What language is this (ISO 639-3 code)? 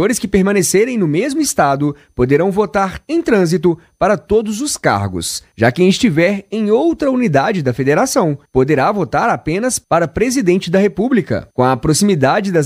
por